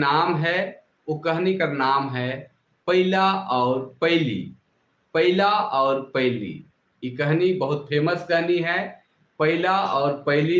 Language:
Sadri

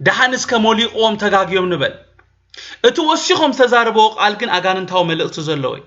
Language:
Tigrinya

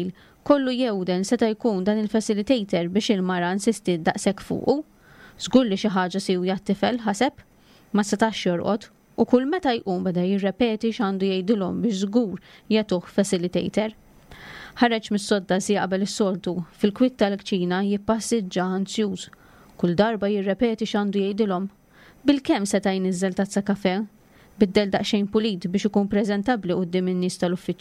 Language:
Maltese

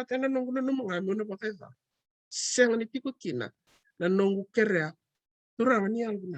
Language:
Fijian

